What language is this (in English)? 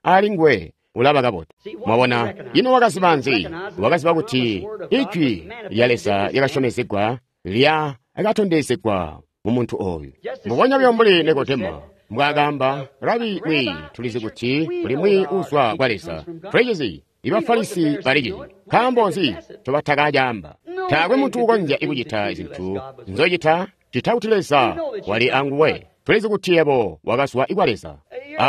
Tonga (Zambia)